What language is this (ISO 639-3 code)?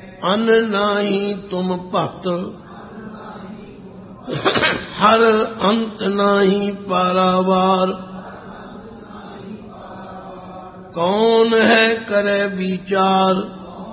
pan